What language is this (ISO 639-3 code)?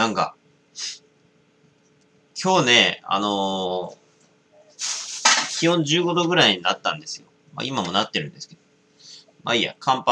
jpn